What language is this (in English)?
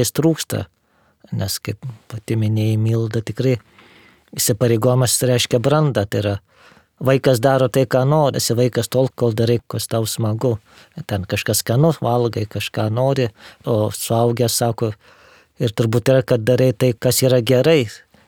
Lithuanian